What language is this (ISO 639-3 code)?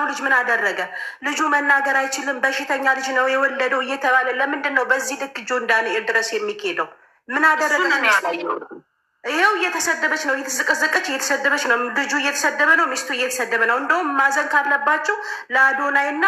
amh